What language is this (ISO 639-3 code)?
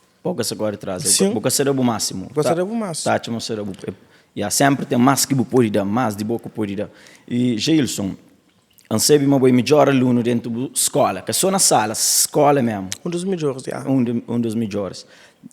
kea